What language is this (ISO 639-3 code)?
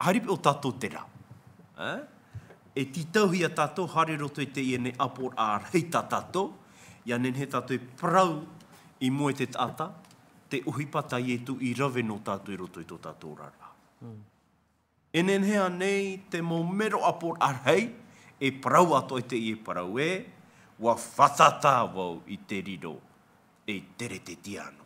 tah